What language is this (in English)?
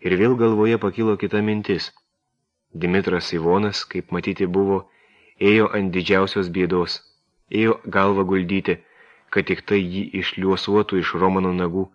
Lithuanian